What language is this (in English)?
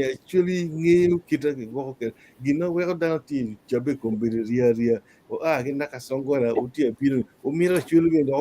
Acoli